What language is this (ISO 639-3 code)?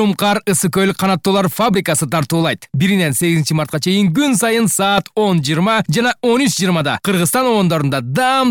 kir